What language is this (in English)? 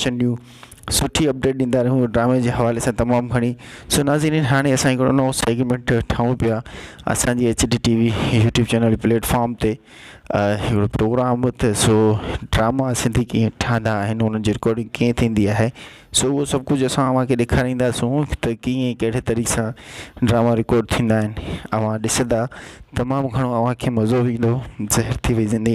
Sindhi